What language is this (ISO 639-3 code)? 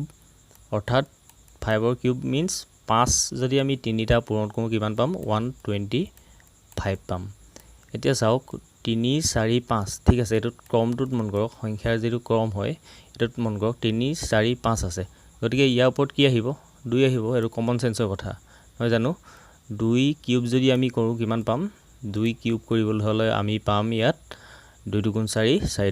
asm